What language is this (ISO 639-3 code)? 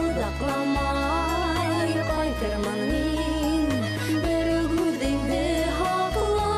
bak